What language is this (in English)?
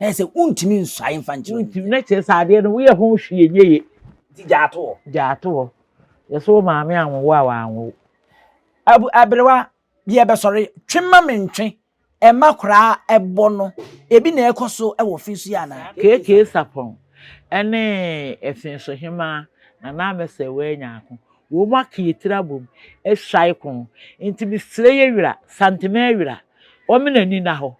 Akan